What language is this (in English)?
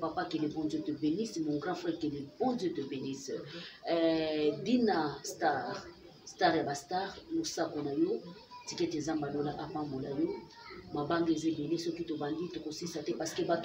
Lingala